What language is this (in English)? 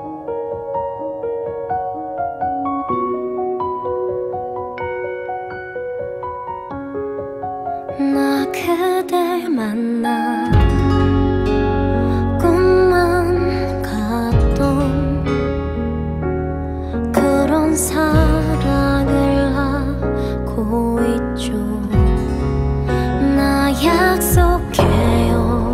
Korean